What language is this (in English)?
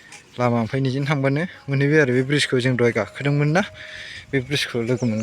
Bodo